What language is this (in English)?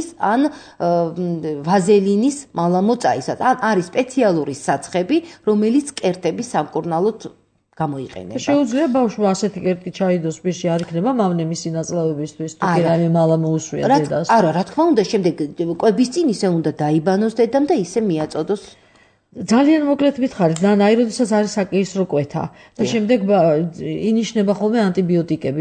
Georgian